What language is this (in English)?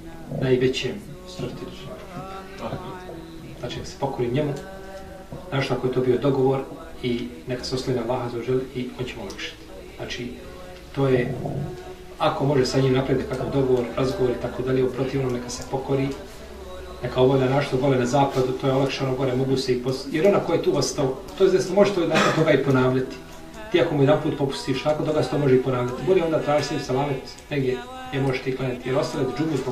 Bosnian